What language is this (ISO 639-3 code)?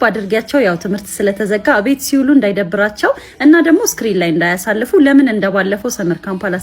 amh